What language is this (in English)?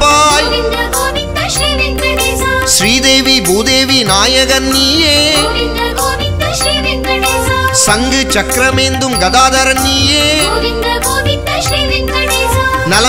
Tamil